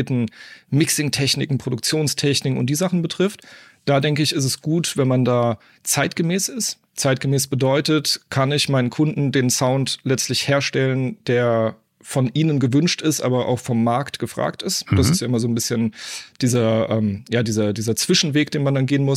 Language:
German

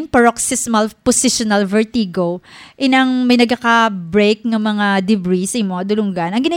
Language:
Hiligaynon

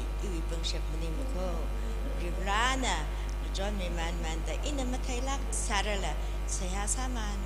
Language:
Tangkhul Naga (India)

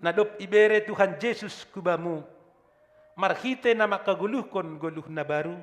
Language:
Batak Simalungun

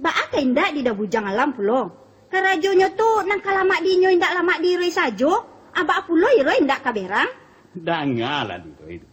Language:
Minangkabau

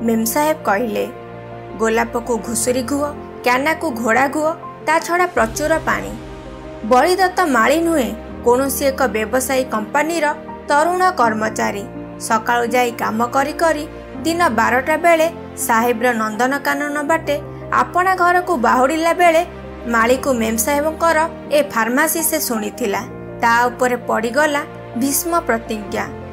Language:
Odia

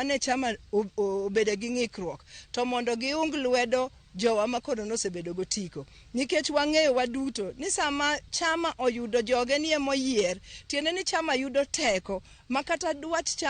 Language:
Luo (Kenya and Tanzania)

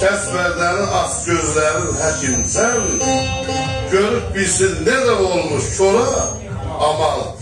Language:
South Azerbaijani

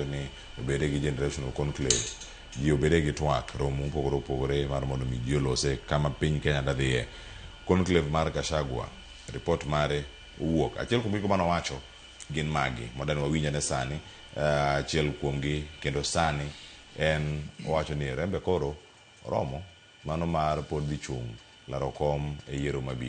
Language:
Luo (Kenya and Tanzania)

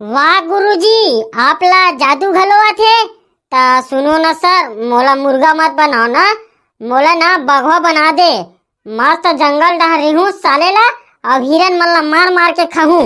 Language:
Chhattisgarhi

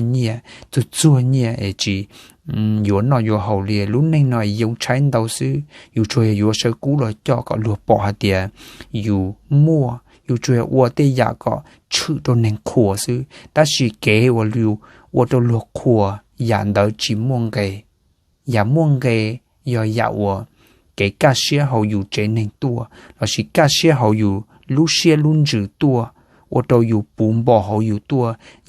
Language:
Hmong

